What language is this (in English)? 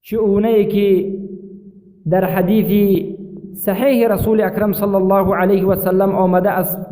Persian